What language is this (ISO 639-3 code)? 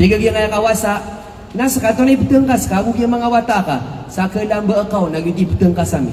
mrw